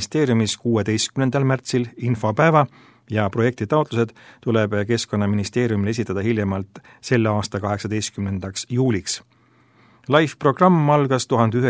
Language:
Estonian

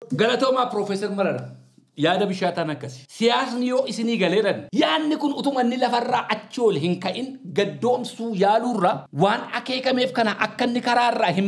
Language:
Oromo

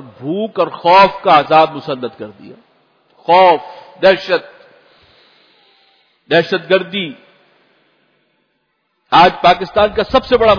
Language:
Urdu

